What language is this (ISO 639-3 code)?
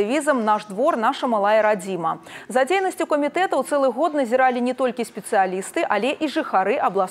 bel